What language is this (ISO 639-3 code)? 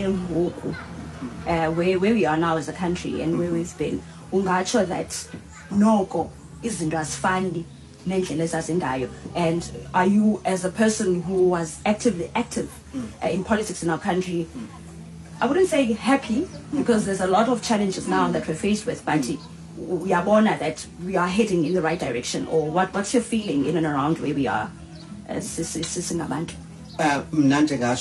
xho